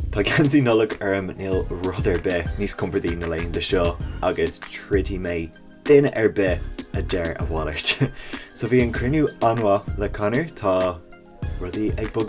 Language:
Irish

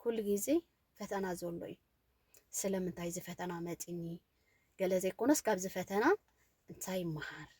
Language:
Tigrinya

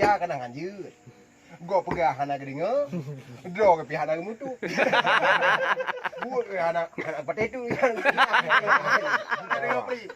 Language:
Achinese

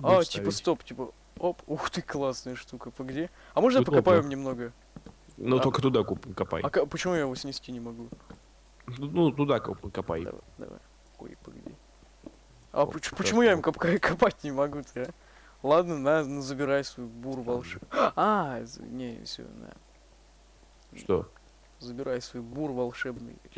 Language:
Russian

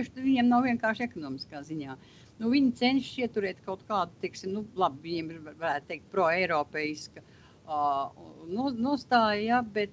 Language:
Latvian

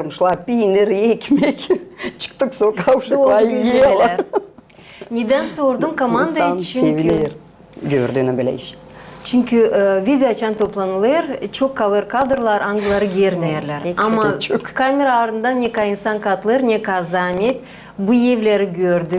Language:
Gagauz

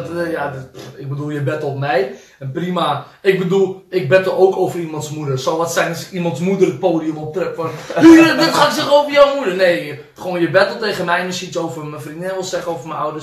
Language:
Dutch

